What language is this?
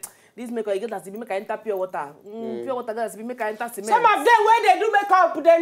Nigerian Pidgin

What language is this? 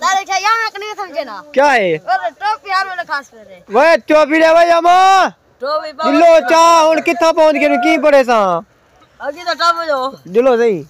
Saraiki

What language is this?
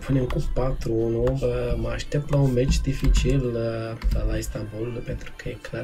Romanian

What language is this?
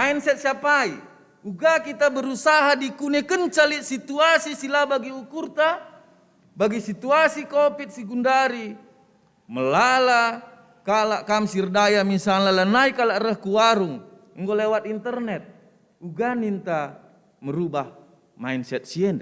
Batak Karo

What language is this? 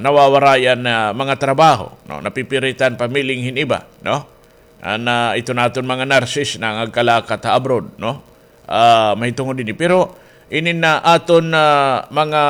Waray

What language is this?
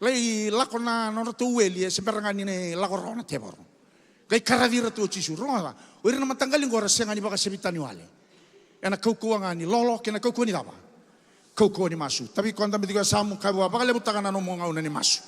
Fijian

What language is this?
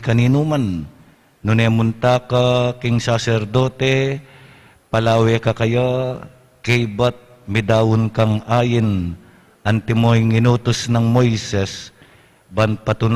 Pampanga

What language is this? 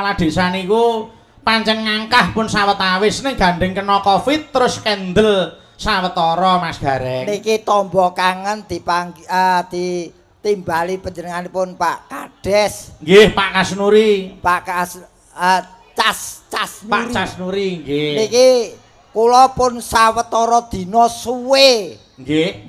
Javanese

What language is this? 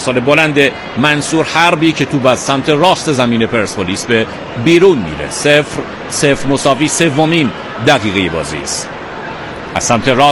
Persian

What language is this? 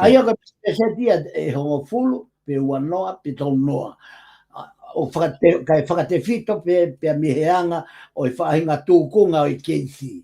Tongan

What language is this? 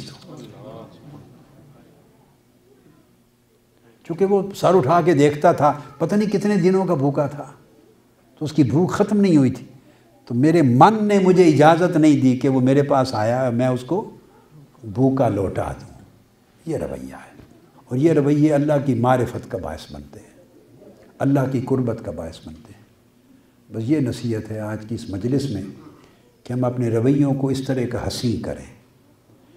Urdu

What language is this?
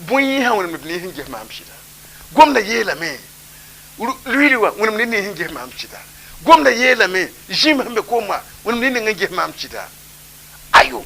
Mossi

